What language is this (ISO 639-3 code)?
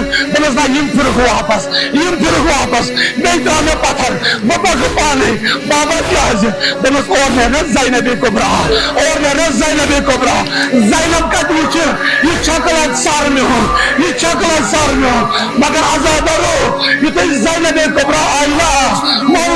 kas